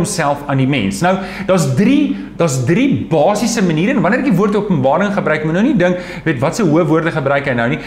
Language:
Afrikaans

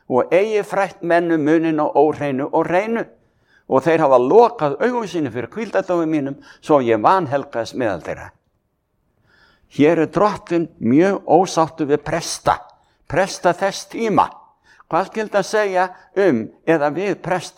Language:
Icelandic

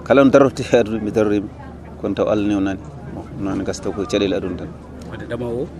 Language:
Fula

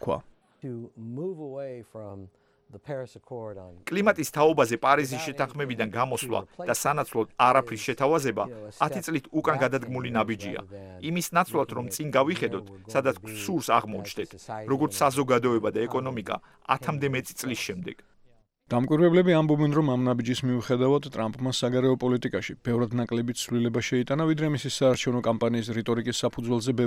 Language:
Georgian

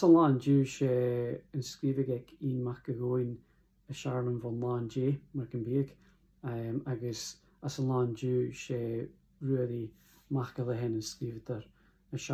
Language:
Scottish Gaelic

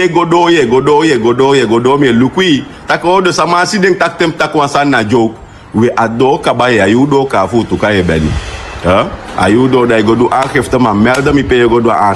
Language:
Sranan Tongo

